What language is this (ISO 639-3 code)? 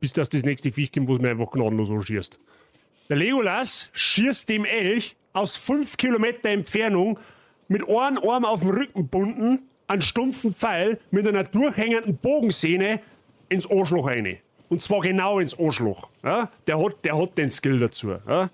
bar